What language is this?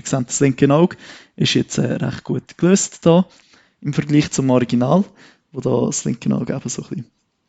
Swiss German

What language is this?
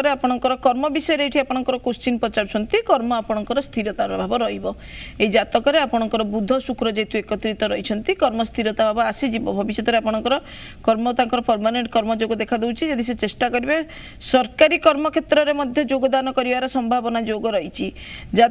Odia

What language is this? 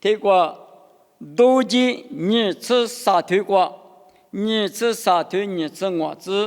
Lisu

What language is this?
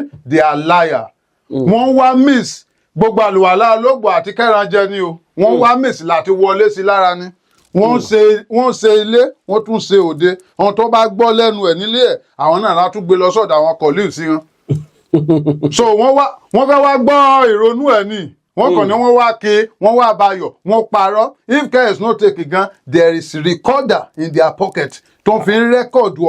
Yoruba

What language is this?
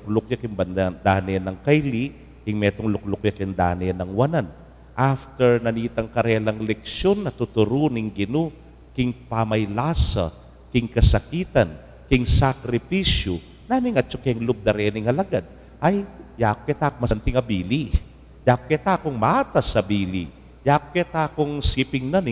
Pampanga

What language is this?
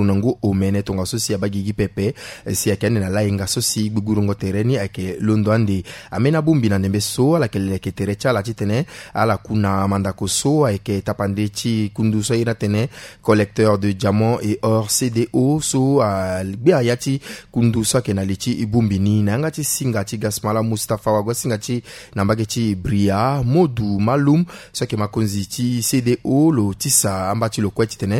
Sango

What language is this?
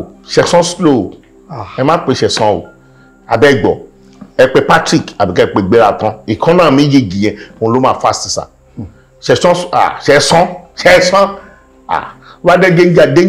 Yoruba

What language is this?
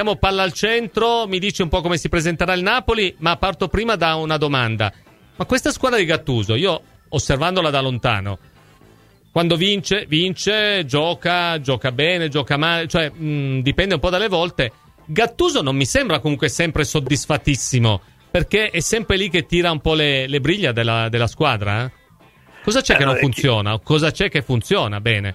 Italian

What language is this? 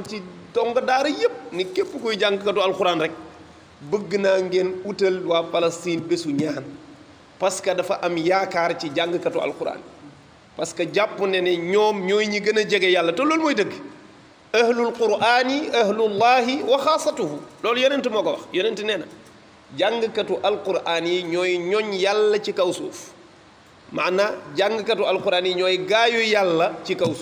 Wolof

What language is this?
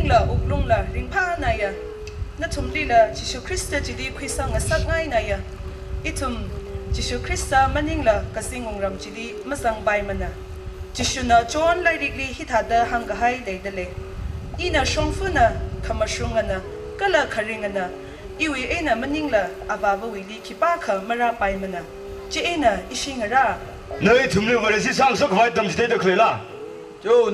Tangkhul Naga (India)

